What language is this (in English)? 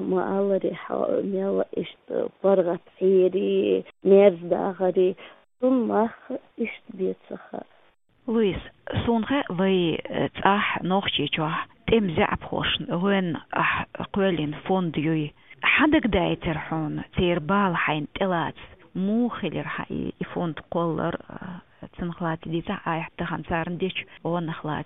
Chechen